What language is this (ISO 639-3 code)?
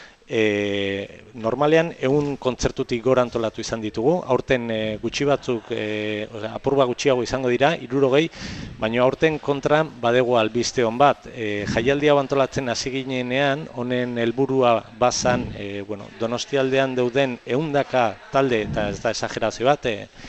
eus